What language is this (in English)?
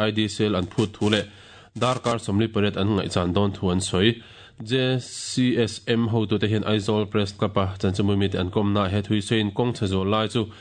Mizo